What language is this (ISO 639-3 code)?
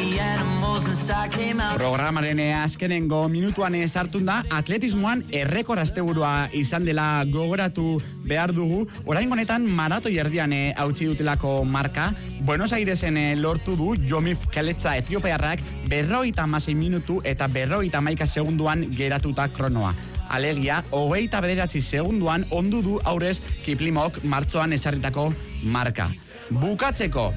eus